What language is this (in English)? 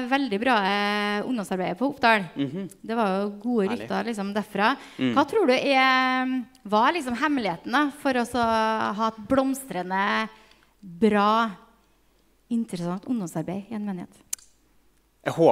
Norwegian